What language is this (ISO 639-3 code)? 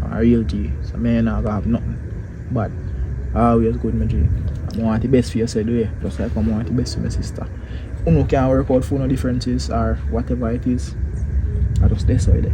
jam